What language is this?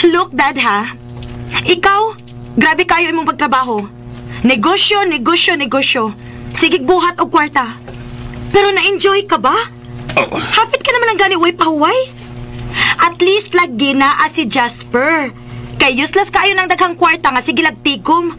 Cebuano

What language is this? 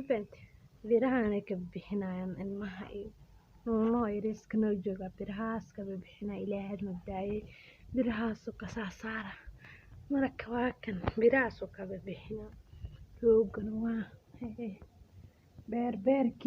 Somali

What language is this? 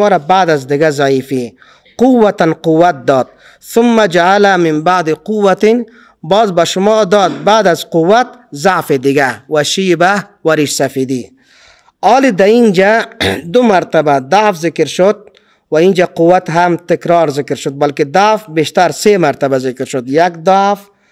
Persian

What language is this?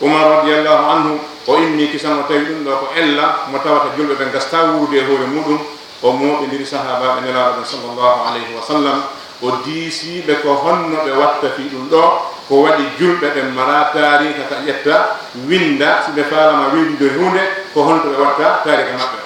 Fula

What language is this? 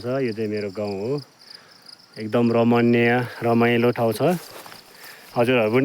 Nepali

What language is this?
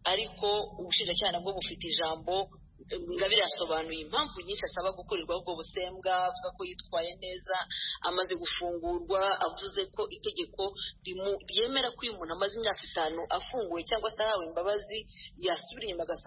Kinyarwanda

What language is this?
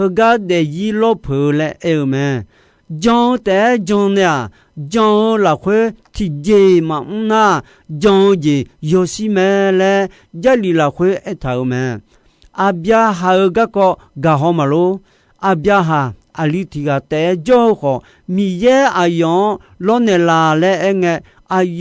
Akha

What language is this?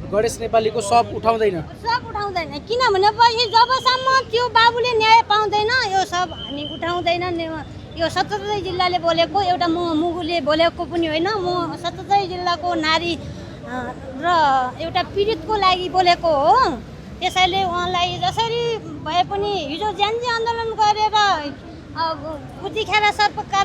Nepali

